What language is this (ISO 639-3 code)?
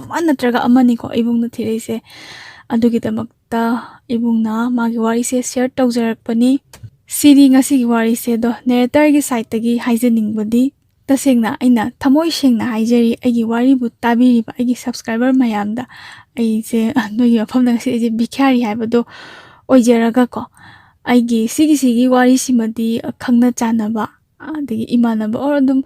mni